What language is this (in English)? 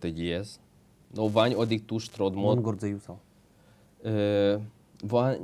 Udmurt